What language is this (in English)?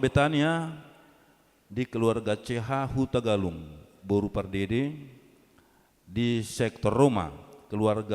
Batak Toba